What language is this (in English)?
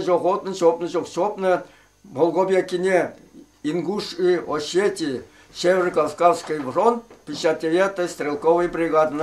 Chuvash